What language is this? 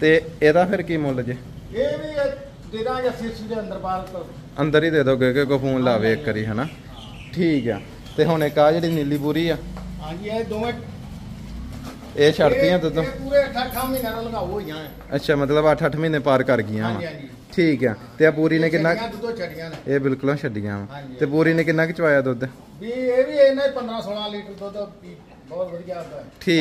Punjabi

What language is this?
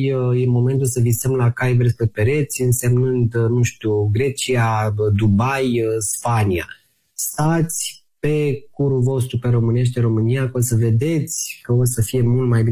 Romanian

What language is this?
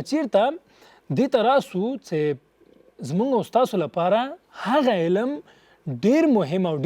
Pashto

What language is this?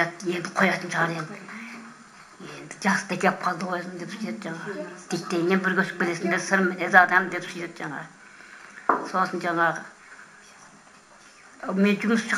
Kazakh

